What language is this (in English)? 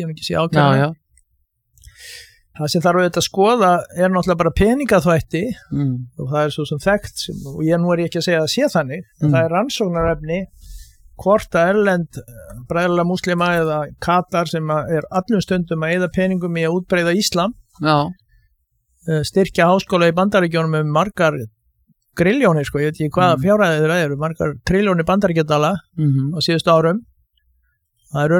Icelandic